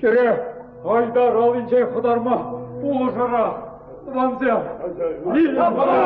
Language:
Chuvash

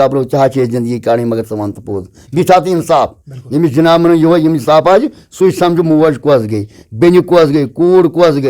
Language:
Kashmiri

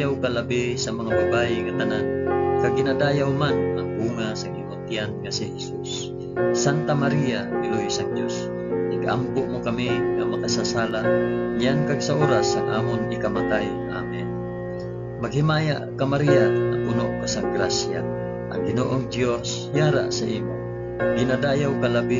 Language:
Hiligaynon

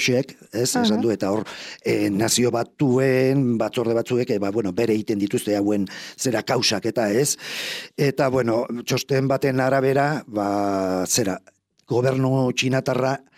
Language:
Basque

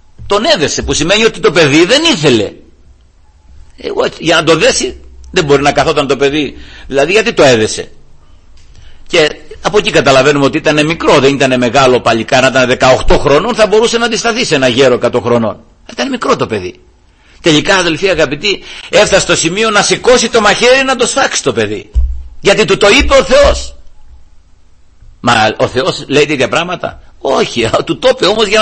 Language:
Greek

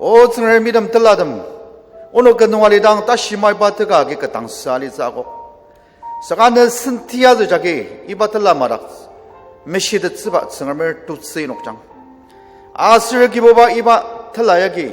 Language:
Ao Naga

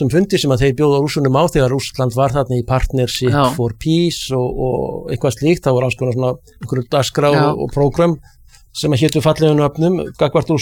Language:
Icelandic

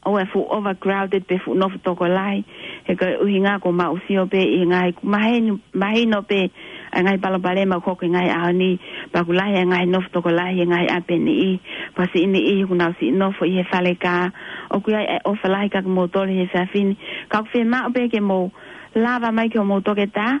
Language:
Tongan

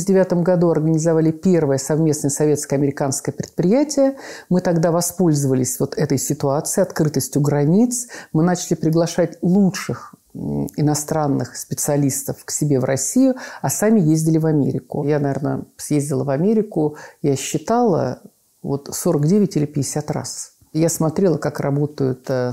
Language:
Russian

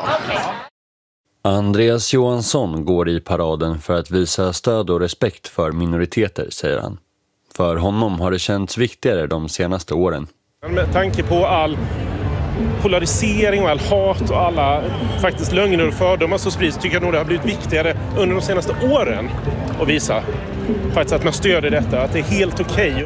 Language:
Swedish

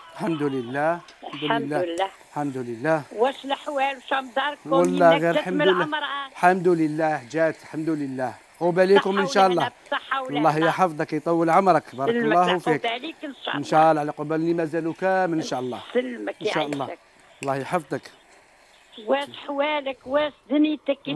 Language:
Algerian Arabic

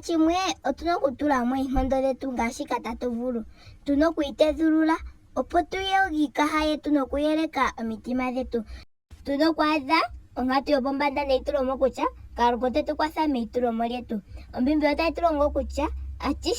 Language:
Ndonga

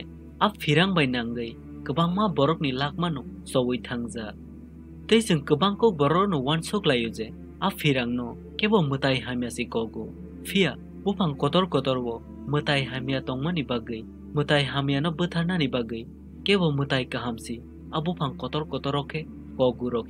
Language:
Kok Borok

